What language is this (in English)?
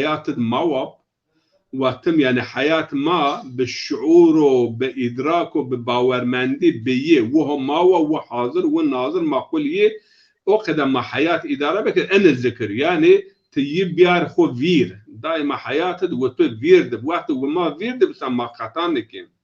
Zaza